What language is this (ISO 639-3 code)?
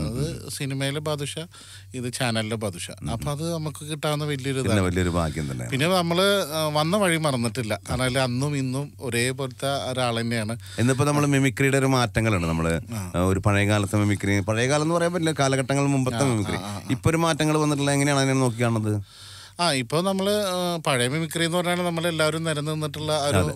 mal